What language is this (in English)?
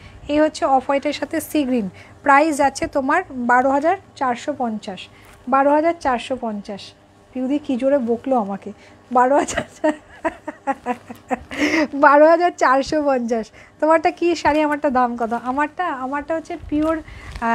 Bangla